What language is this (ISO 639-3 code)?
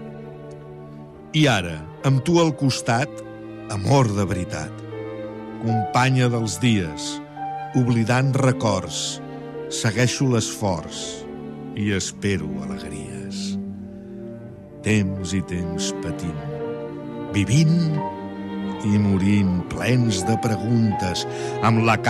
cat